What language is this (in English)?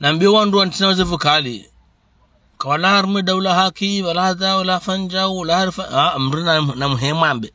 Ngazidja Comorian